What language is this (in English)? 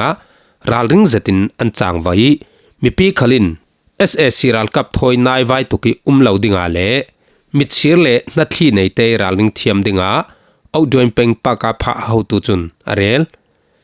Falam Chin